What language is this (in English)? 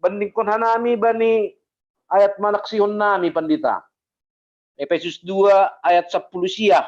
Batak Simalungun